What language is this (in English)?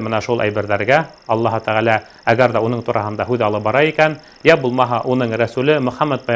Bashkir